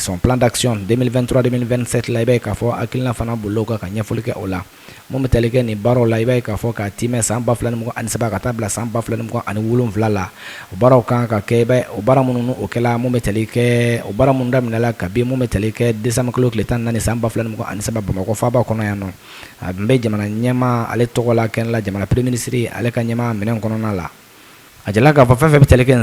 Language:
Bambara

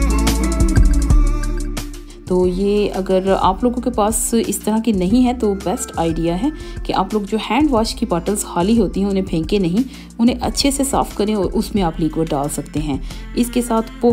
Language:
Hindi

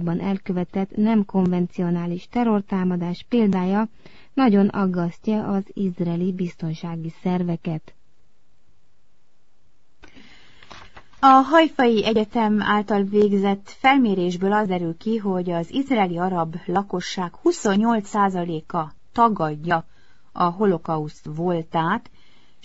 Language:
Hungarian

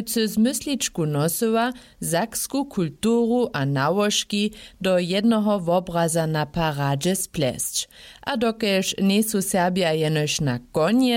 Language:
Upper Sorbian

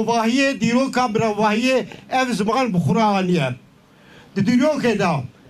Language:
Kurdish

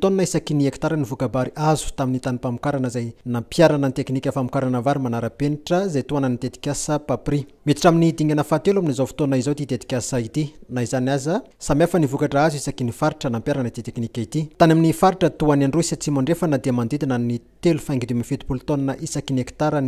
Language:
Malagasy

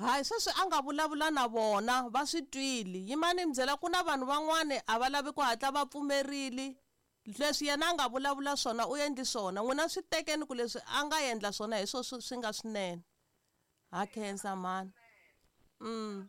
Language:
Tsonga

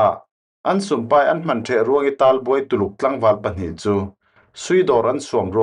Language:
Falam Chin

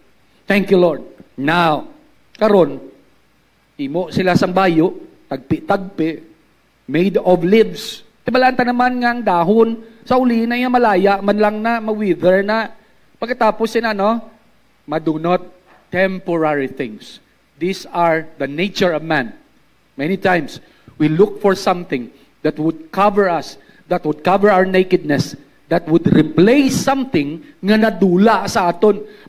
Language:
Hiligaynon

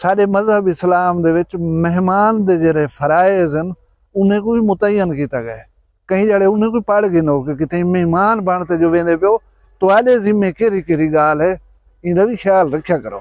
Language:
Saraiki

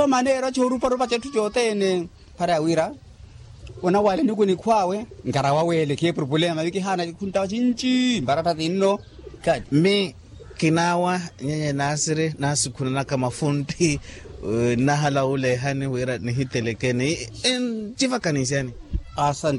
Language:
Makhuwa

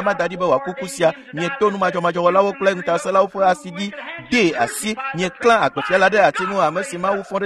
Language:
Ewe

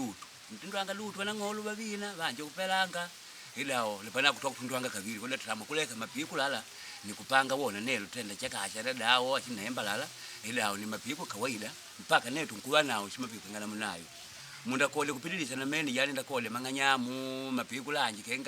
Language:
Makonde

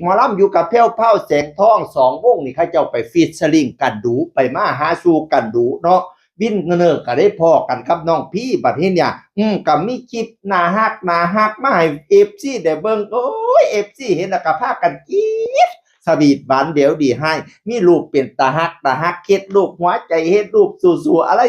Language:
Northeastern Thai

